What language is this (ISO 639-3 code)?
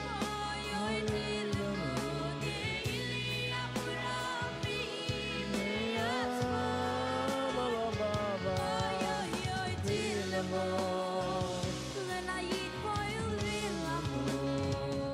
yid